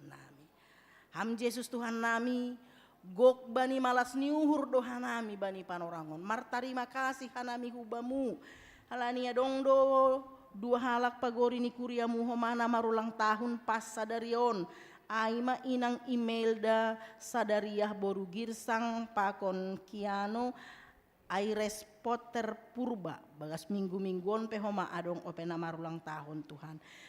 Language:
Batak Simalungun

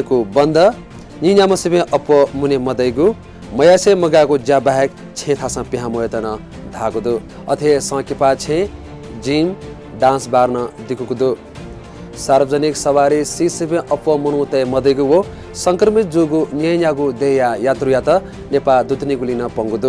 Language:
Newari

